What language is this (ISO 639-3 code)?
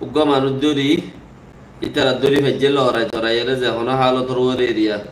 rhg